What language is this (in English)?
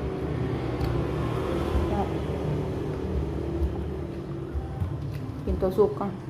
Lao